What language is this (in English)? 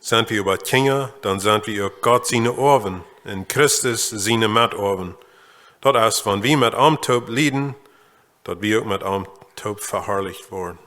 Plautdietsch